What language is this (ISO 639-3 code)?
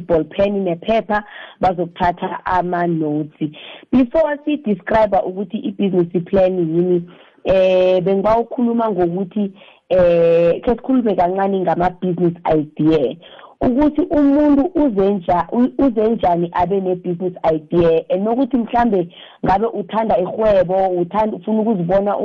nbl